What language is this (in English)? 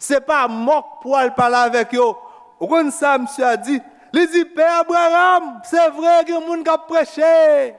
Haitian Creole